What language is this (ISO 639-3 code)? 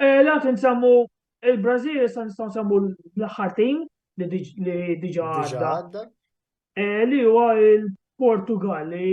mlt